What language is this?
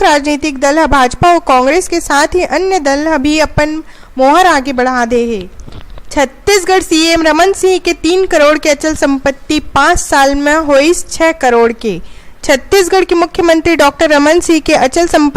Chhattisgarhi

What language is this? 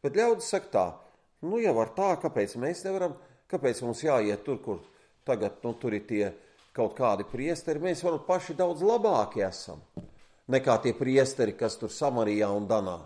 Latvian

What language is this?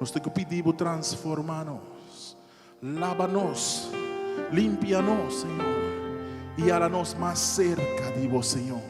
Papiamento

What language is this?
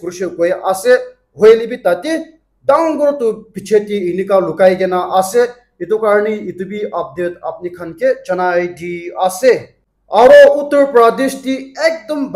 Naga Pidgin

